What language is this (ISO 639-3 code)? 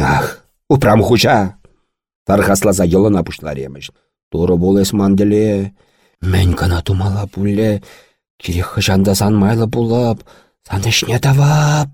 chv